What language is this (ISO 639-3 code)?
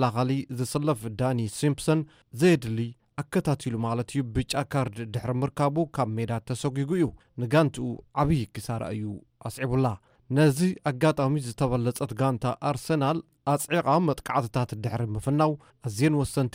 tir